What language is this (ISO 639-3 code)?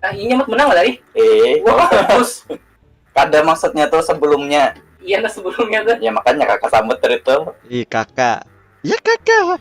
bjn